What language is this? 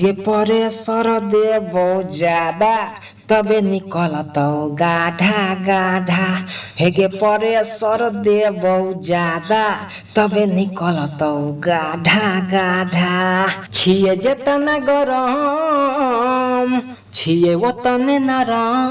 Maithili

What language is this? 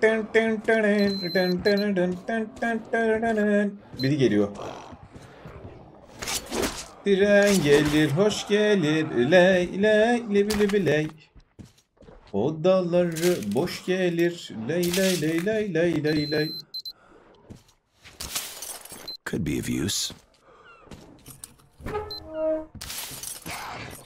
Turkish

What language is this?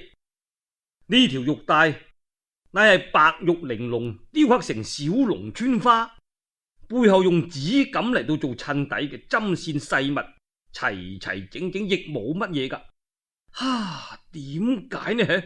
Cantonese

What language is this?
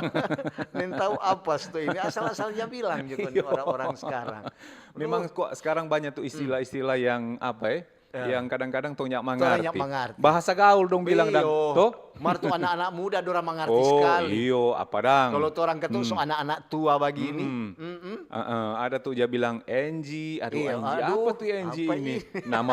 Manado Malay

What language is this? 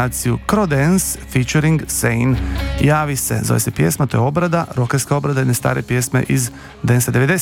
Croatian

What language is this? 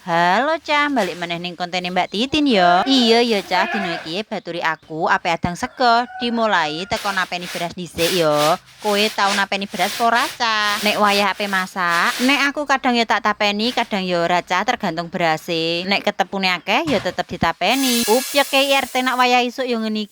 Javanese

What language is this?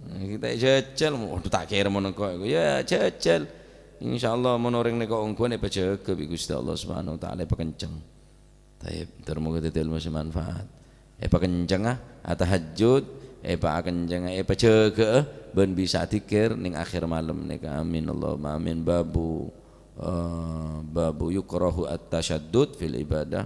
Madurese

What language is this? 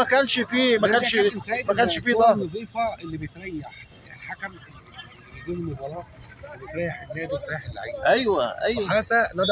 Egyptian Arabic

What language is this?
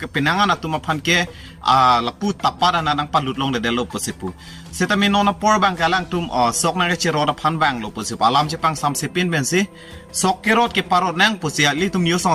Karbi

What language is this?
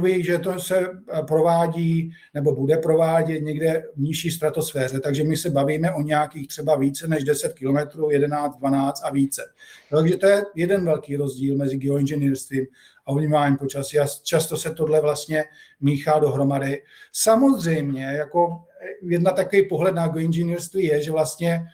Czech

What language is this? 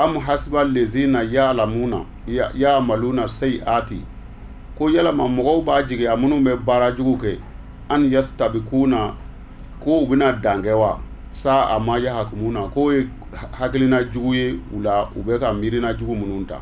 Bambara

